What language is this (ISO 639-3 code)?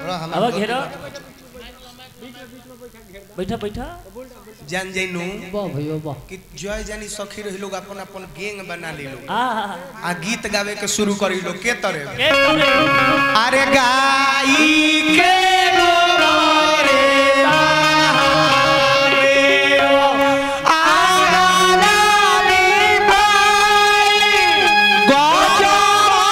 bho